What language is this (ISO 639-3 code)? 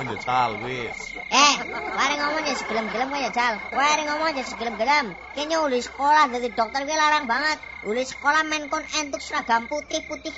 jav